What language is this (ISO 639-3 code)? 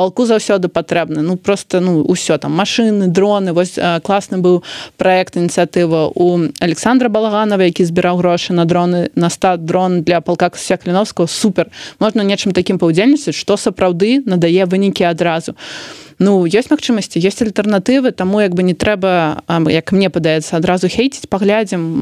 bel